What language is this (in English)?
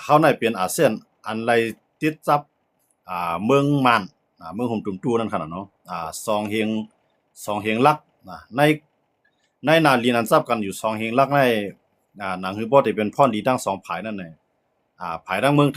Shan